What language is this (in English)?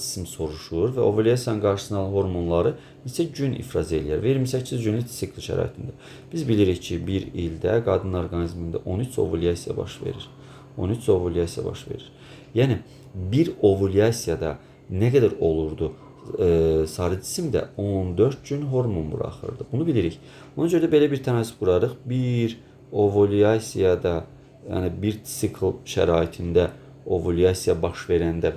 Azerbaijani